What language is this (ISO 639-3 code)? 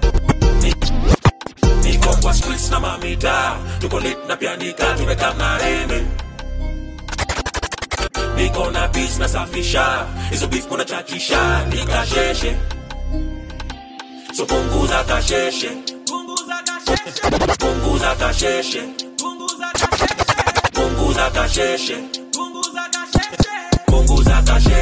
swa